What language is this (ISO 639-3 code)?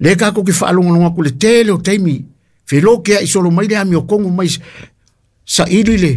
smo